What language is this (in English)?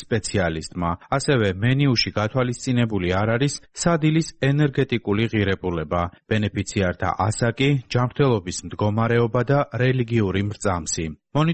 Georgian